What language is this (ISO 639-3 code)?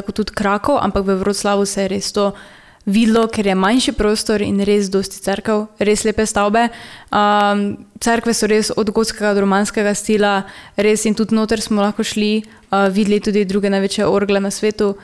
slv